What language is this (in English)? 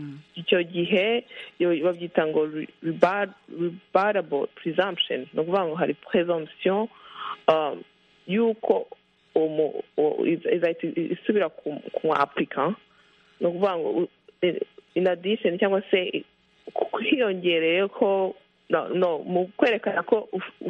Kinyarwanda